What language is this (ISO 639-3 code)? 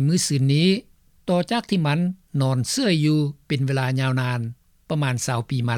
lao